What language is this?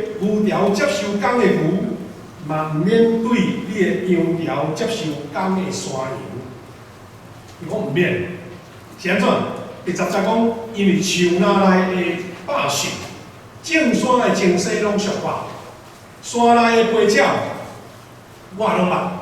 Min Nan Chinese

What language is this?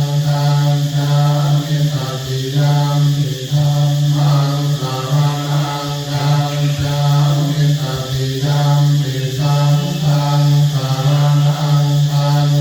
Pali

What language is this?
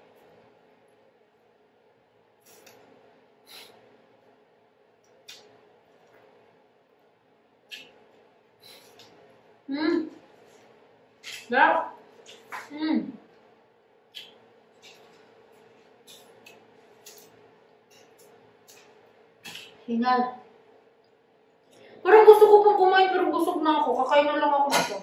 Filipino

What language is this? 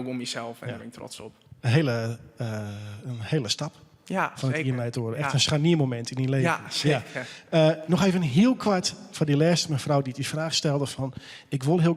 Western Frisian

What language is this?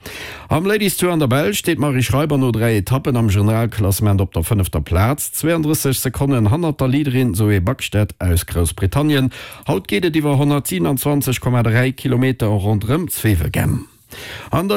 Luxembourgish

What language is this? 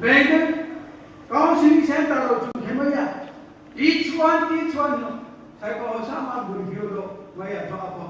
Riang (India)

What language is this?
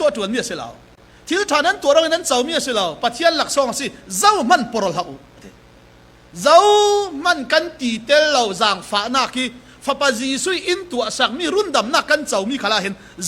Falam Chin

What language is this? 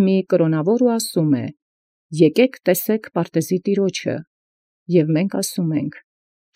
Armenian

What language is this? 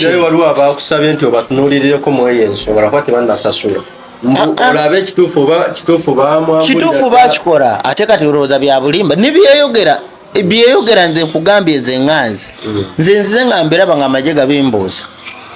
Ganda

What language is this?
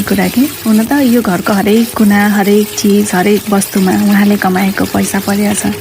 Nepali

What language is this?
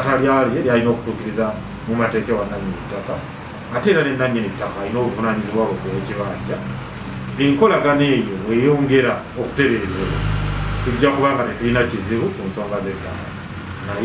Ganda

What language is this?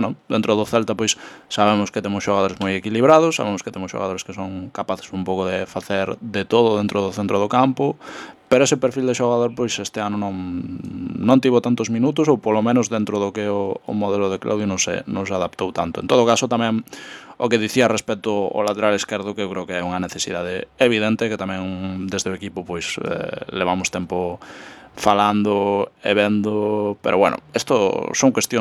Galician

